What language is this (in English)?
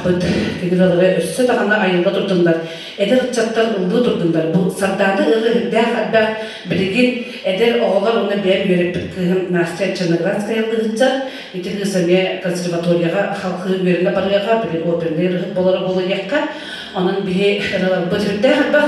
Yakut